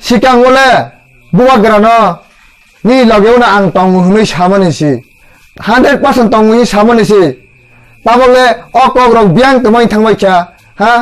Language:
Kok Borok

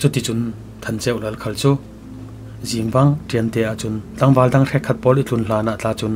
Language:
Falam Chin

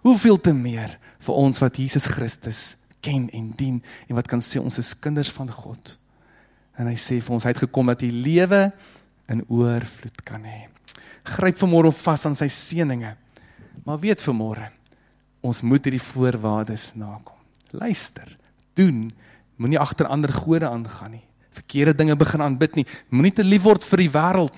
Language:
Afrikaans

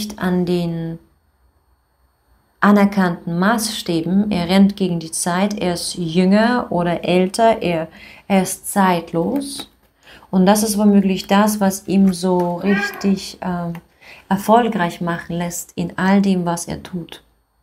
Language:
German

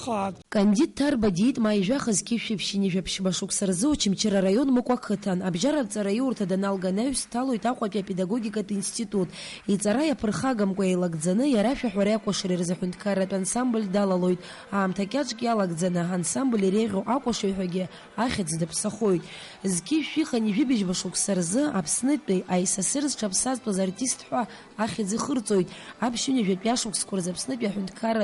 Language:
Abkhazian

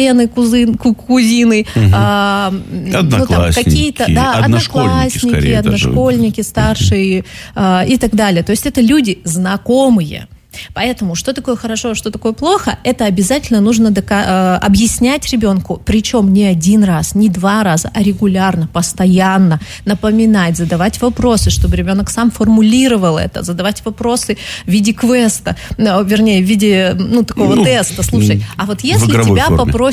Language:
Russian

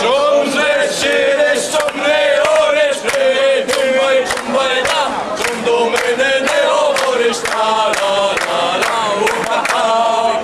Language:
Rusyn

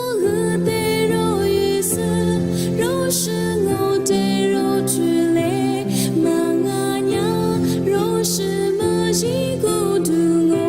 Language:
Lisu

